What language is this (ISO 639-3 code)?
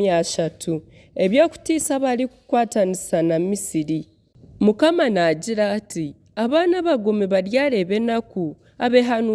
nyn